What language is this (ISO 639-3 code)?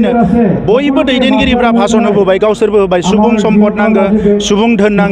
brx